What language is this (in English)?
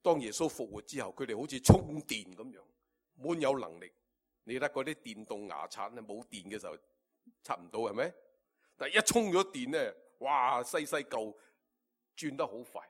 Cantonese